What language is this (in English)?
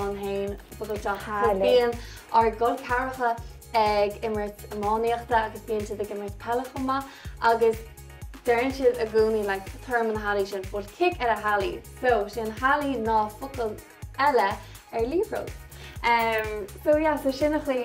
Irish